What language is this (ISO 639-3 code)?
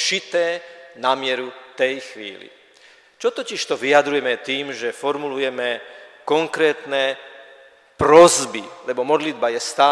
slk